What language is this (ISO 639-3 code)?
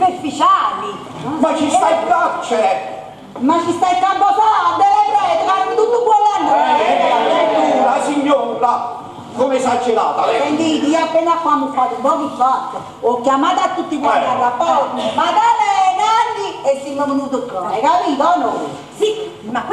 nap